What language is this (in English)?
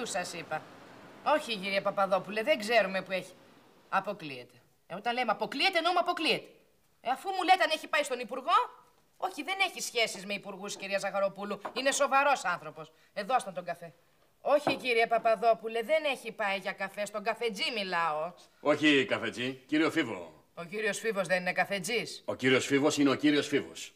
Greek